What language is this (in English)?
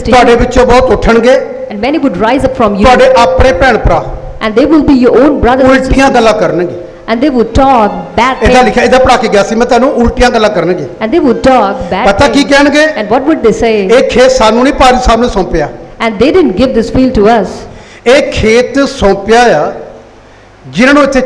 Punjabi